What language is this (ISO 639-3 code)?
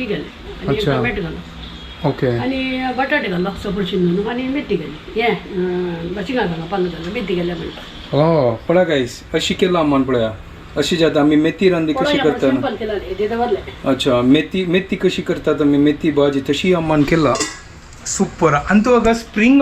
kok